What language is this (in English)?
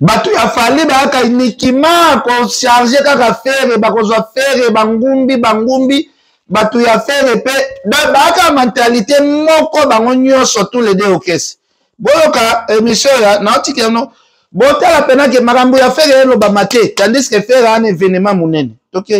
Lingala